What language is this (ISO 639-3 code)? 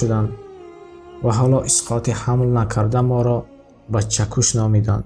tgk